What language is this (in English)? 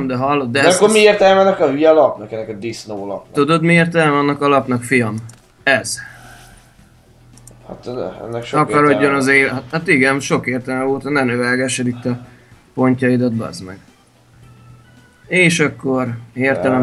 Hungarian